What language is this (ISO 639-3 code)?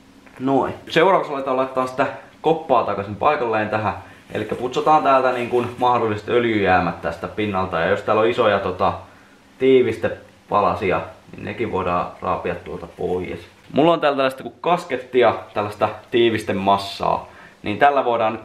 fin